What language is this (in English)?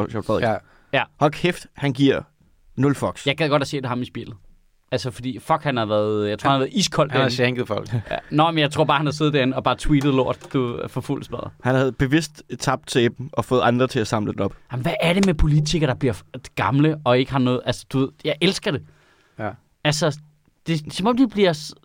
Danish